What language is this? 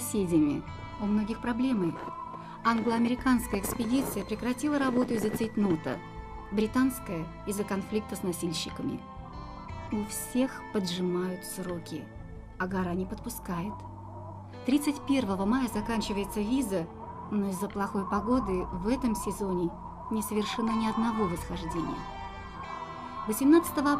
Russian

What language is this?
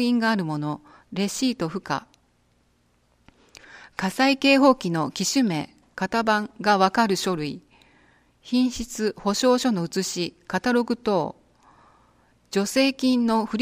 Japanese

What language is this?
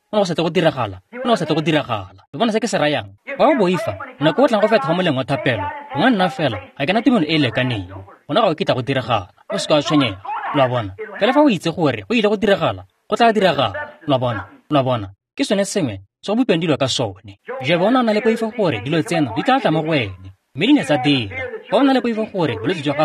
Tswana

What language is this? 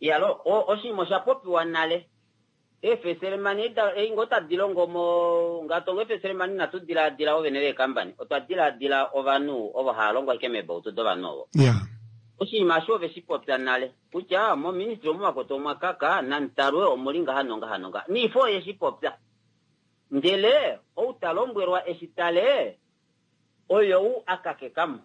Kuanyama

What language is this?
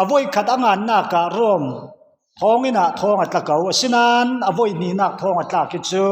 Falam Chin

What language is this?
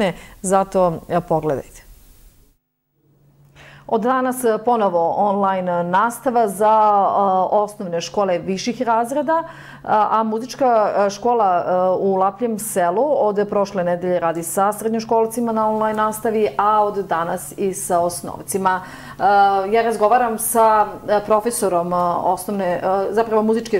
Serbian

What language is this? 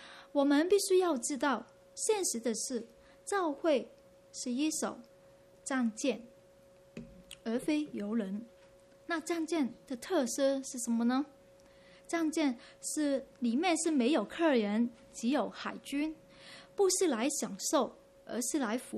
Chinese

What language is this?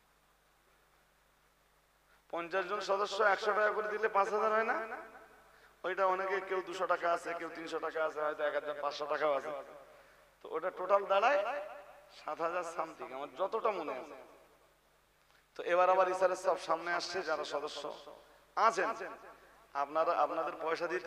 Bangla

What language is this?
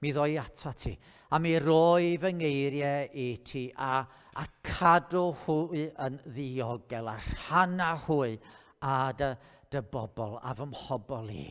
Welsh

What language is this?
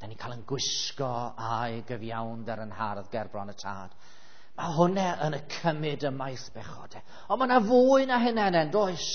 Welsh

